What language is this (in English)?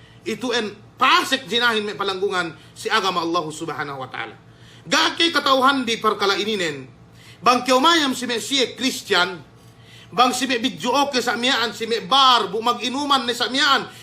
Yakan